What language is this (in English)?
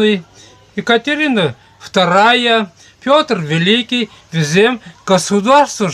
Chuvash